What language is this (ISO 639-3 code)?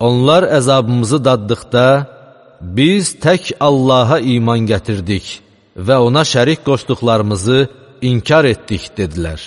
aze